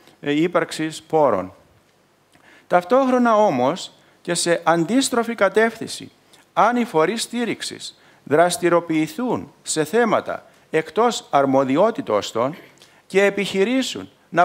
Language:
Greek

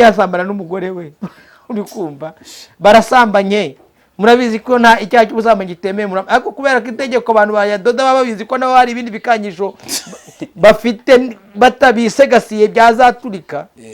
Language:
Kinyarwanda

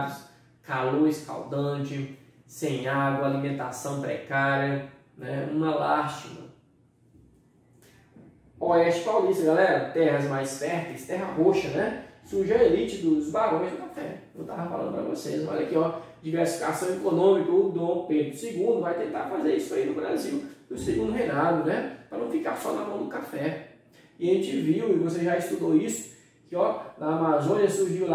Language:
Portuguese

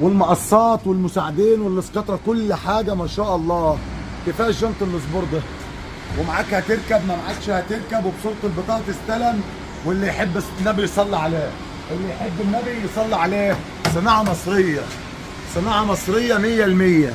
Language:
Egyptian Arabic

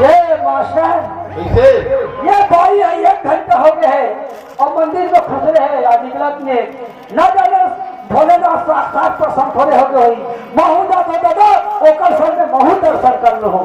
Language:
Chhattisgarhi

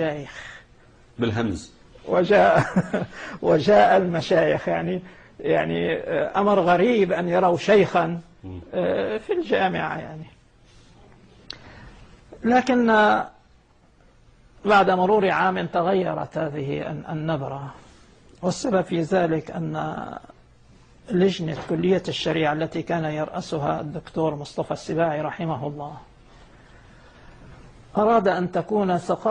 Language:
Arabic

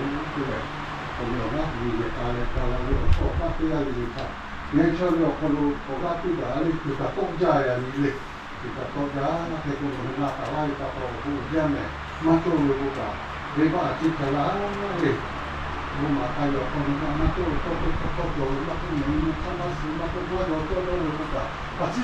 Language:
Lahu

